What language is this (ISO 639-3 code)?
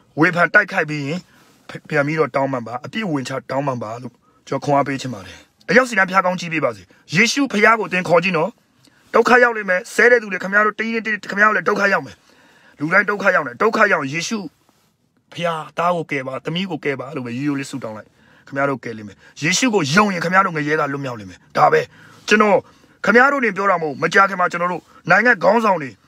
mya